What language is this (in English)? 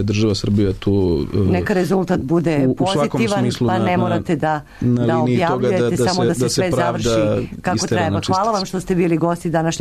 Serbian